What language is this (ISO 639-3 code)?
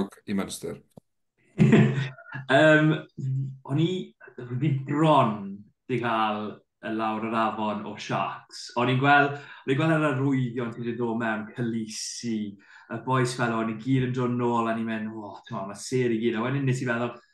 cym